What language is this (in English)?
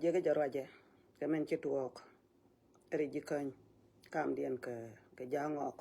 Nuer